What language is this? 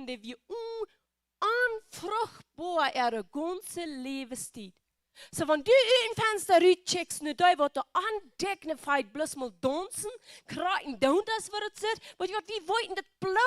Plautdietsch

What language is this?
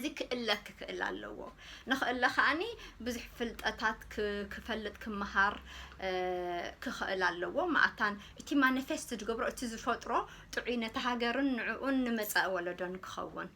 Tigrinya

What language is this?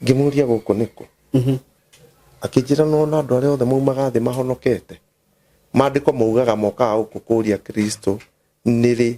Kikuyu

